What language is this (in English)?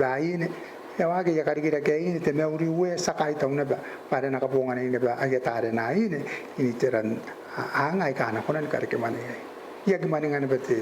Gilbertese